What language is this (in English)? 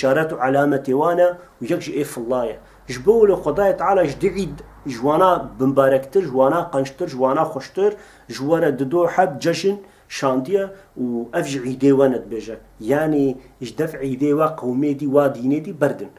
Kurdish